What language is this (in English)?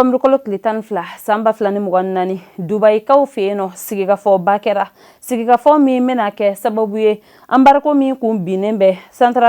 Bambara